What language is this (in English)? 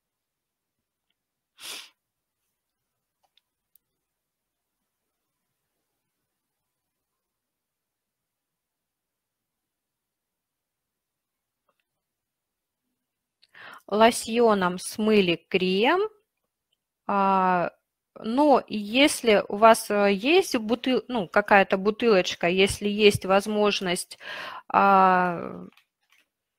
Russian